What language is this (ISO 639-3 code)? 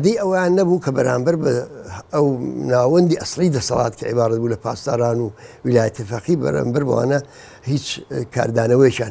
ckb